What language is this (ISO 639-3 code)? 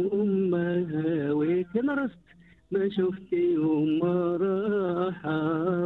afb